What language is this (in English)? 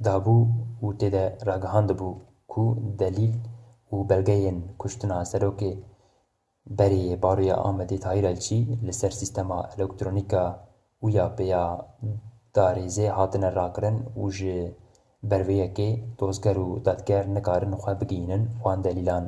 Kurdish